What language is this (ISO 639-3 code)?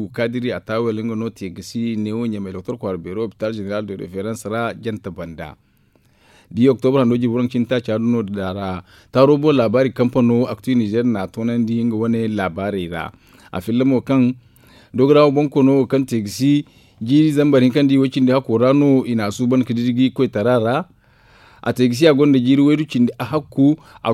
dje